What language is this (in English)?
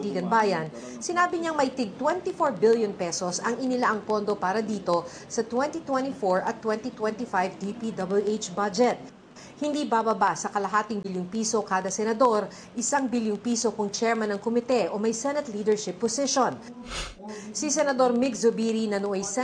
Filipino